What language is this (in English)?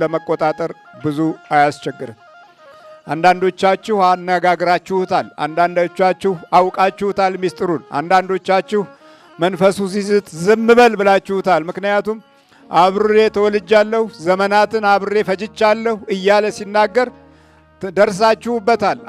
Amharic